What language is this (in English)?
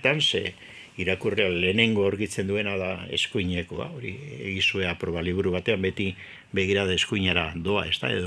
Basque